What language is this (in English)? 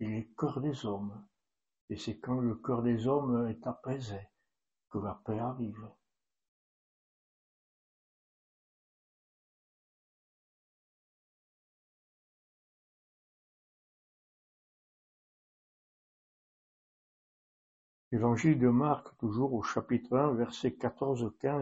French